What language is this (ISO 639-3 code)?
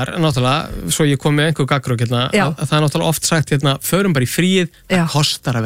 isl